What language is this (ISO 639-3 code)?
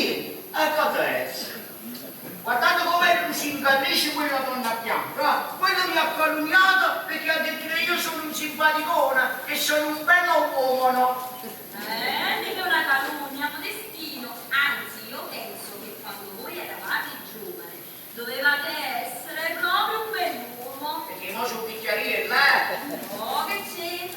nap